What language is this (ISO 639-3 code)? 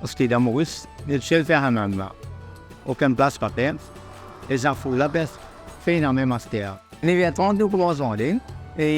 mfe